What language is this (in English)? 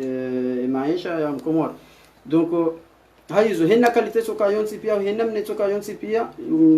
Ngazidja Comorian